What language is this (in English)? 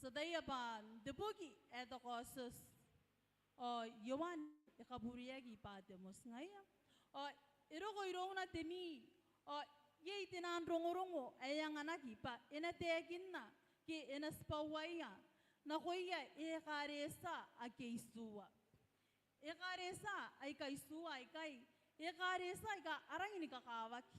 Gilbertese